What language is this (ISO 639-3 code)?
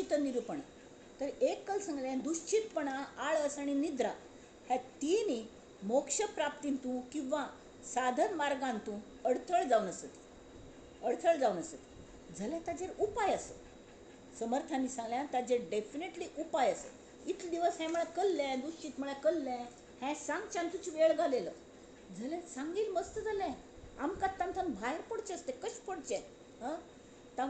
kok